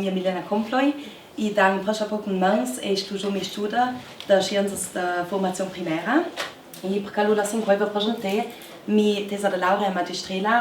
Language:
Ladin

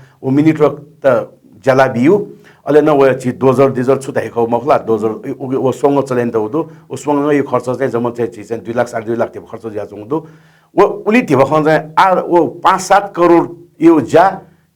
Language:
Newari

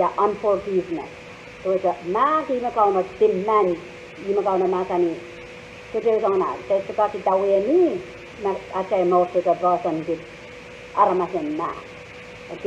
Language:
Pohnpeian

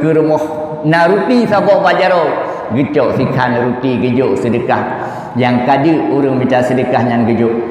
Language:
Achinese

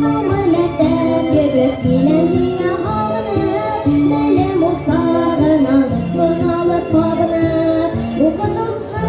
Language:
Bashkir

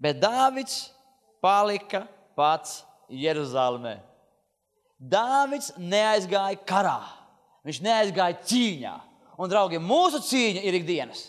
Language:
Latvian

